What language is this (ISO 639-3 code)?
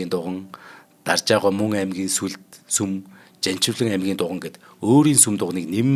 mon